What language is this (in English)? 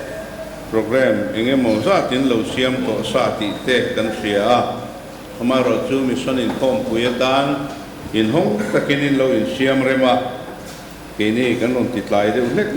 Mizo